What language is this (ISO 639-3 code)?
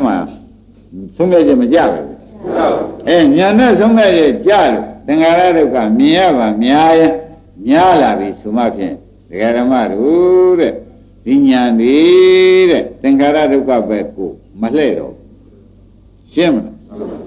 mya